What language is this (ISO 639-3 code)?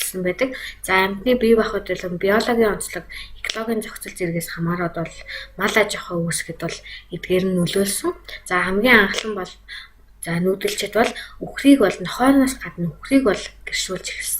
mon